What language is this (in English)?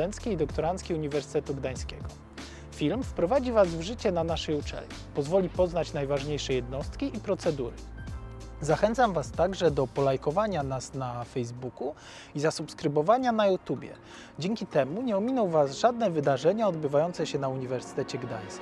Polish